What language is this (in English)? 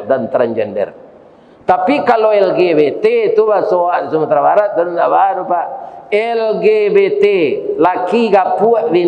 Minangkabau